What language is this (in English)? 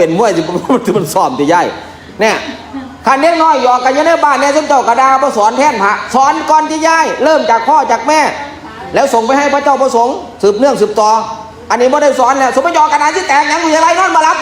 Northeastern Thai